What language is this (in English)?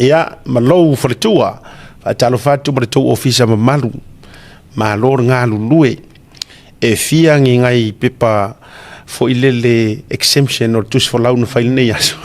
Samoan